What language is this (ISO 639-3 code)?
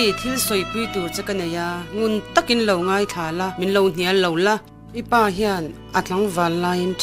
lus